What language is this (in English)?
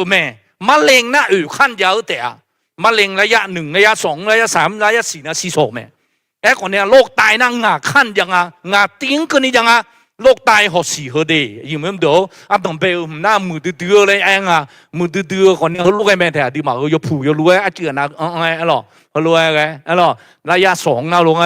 Akha